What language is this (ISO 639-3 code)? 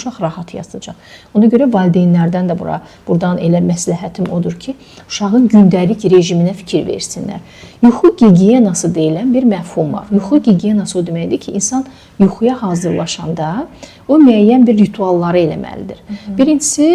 aze